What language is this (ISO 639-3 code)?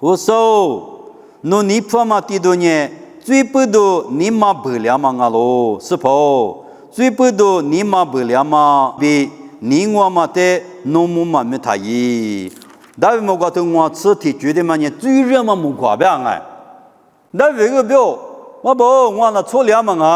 lis